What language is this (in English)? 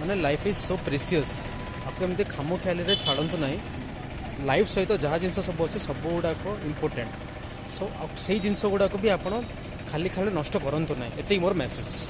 Odia